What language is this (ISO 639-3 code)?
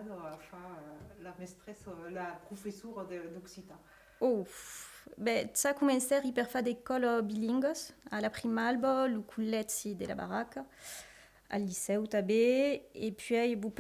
oci